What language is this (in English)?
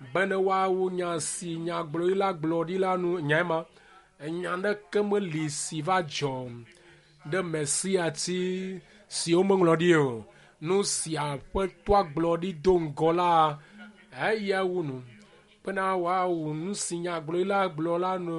Ewe